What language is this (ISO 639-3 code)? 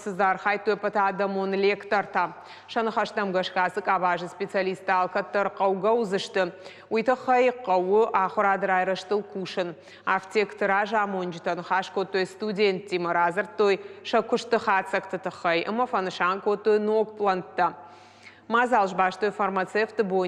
oss